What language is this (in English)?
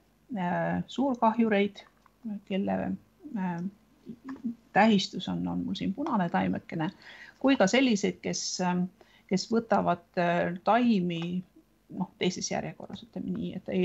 Estonian